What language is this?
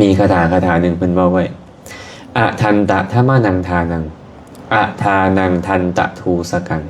Lao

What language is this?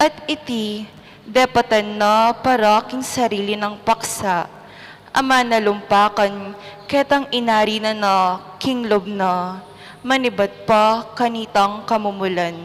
Pampanga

